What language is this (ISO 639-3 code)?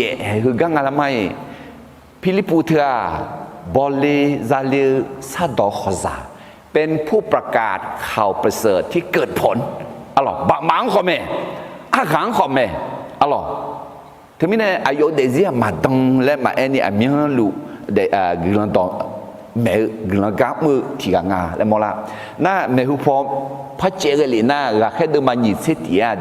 ahk